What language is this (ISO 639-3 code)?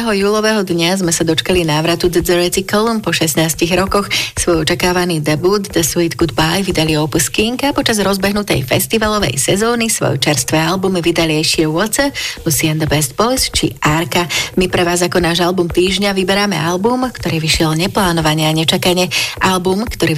slk